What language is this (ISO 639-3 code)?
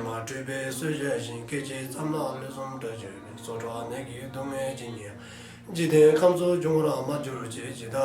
dzo